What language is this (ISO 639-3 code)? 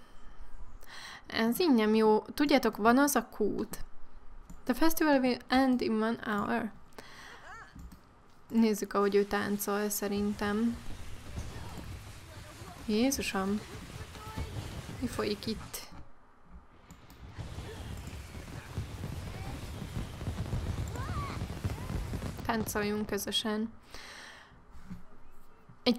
hun